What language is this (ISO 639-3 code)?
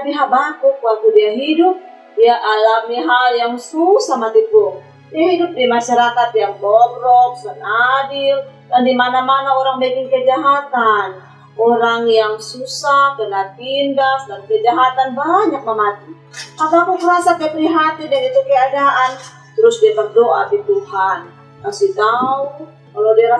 mkn